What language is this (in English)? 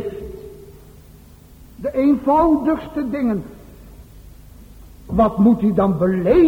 Dutch